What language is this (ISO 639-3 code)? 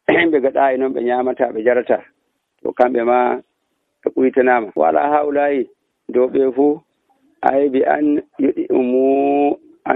fuv